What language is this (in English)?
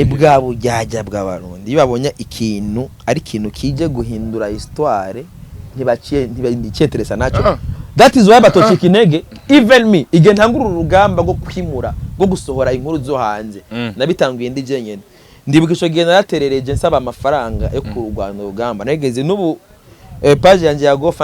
Rundi